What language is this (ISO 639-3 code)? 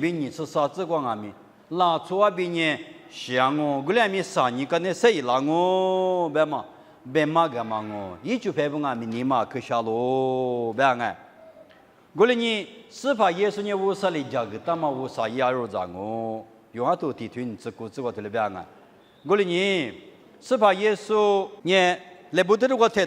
lis